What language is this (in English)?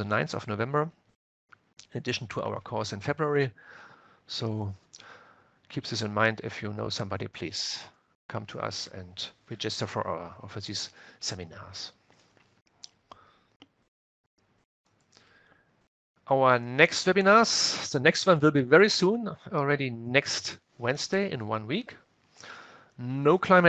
English